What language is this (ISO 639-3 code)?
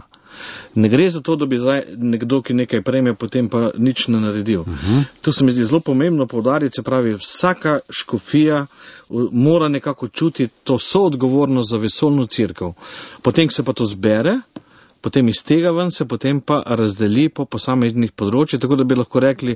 slv